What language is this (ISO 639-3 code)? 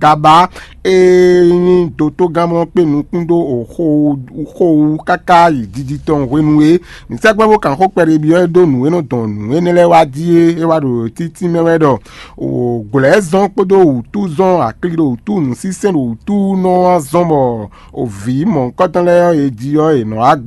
fon